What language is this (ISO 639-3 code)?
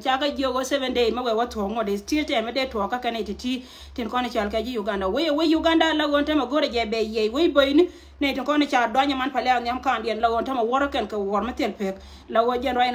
nus